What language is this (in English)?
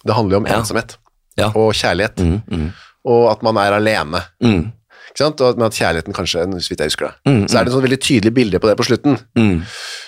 Norwegian